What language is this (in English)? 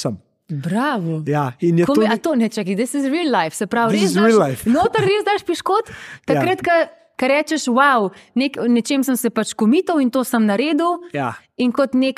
Slovenian